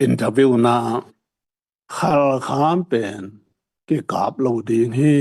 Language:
Tedim Chin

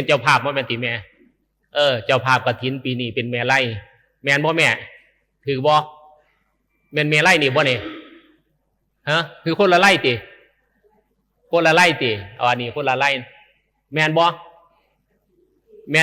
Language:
Northeastern Thai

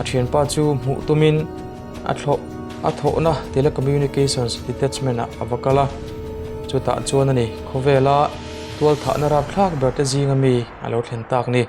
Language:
Mizo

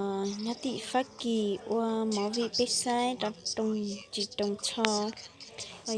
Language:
Hmong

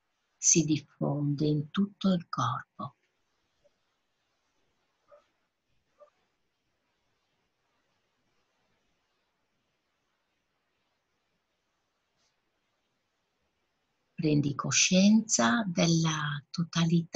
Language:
Italian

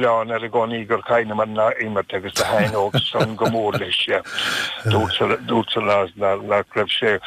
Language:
Irish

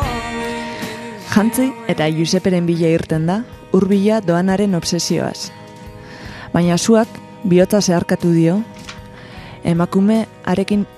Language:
Basque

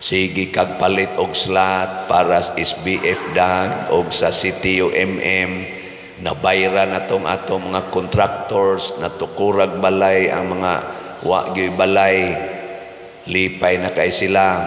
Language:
Cebuano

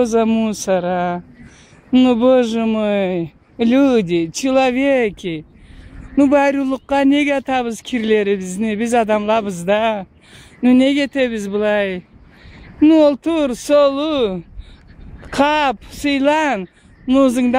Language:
Karachay-Balkar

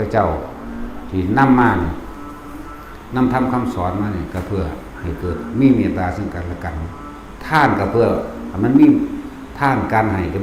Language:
Lao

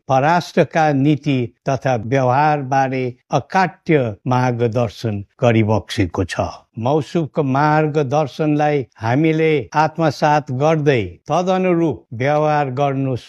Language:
Nepali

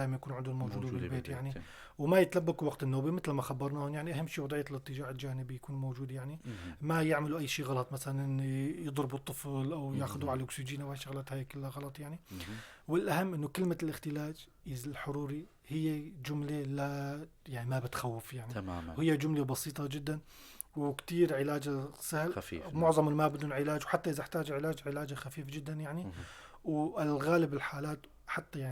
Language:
North Levantine Arabic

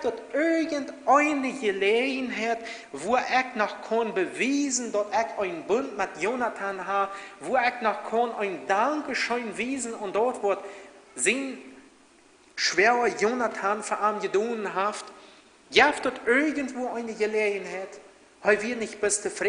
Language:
Plautdietsch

